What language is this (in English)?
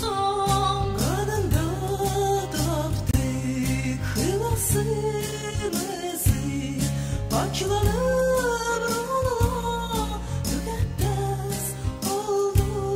South Azerbaijani